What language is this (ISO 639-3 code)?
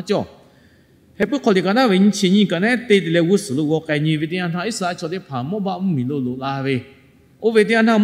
lhu